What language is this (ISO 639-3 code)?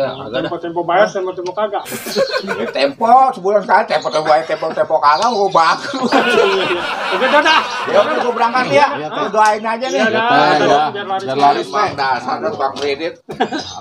bew